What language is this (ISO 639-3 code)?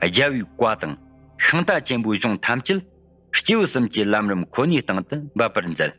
bod